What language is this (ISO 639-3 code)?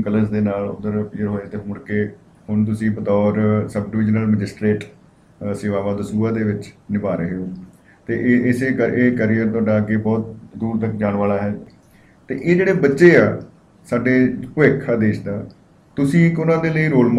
pan